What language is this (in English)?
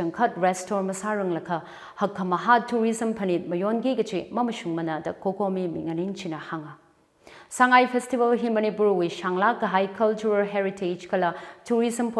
Tangkhul Naga (India)